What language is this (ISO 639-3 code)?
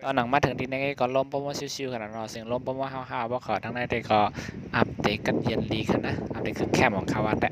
shn